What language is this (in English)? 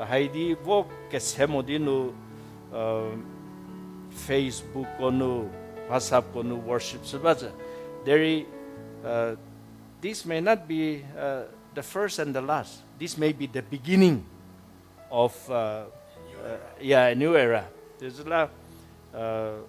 Angami Naga